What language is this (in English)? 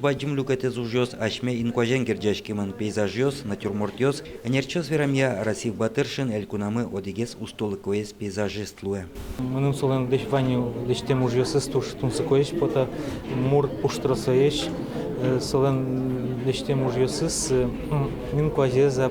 Udmurt